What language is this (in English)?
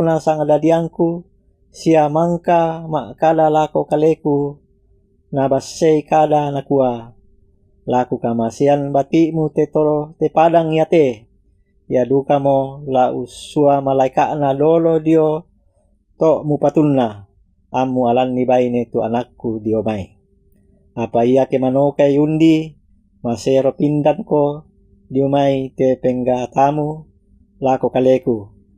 Toraja-Sa'dan